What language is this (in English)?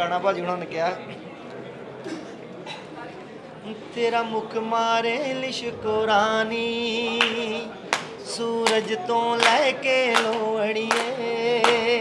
Punjabi